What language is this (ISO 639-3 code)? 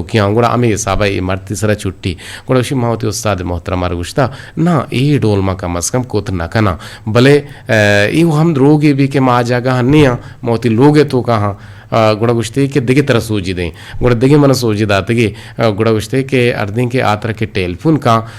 bgp